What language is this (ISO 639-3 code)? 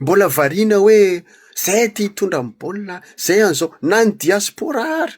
mlg